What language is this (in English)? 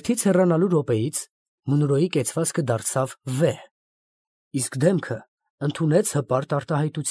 Armenian